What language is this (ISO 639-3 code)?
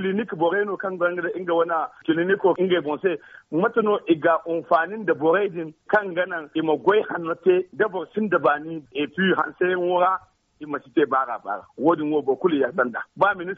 dje